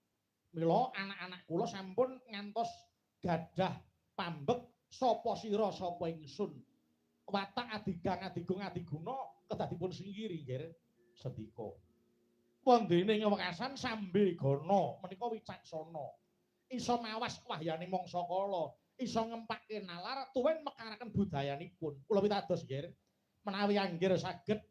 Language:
Javanese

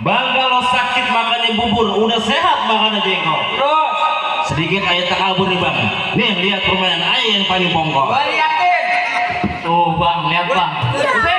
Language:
Betawi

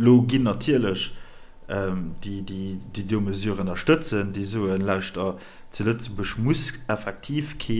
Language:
Luxembourgish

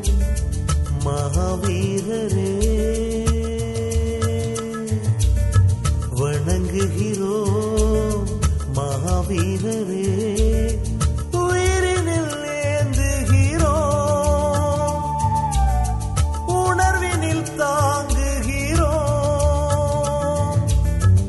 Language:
Tamil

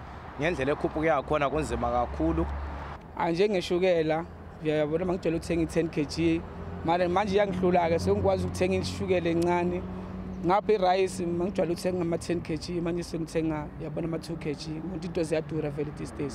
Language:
Zulu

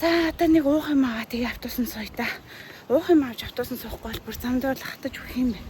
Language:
Mongolian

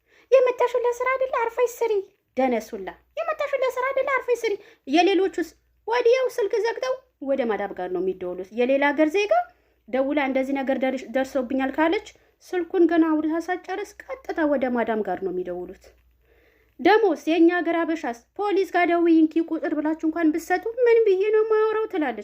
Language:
Amharic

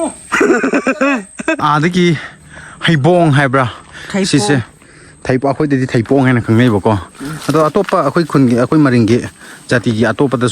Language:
Manipuri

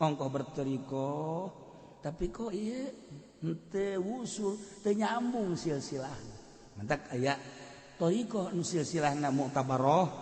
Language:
Sundanese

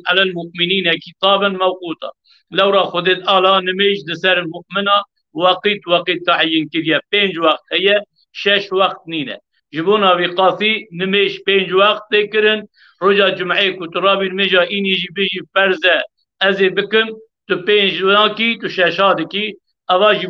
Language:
Kurdish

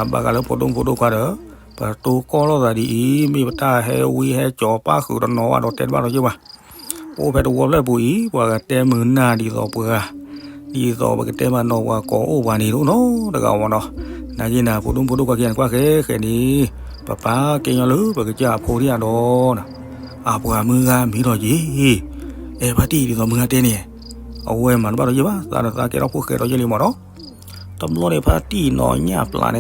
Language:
S'gaw Karen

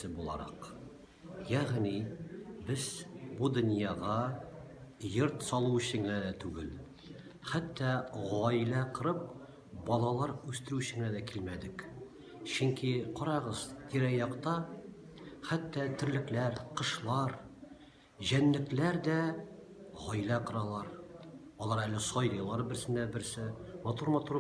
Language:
Tatar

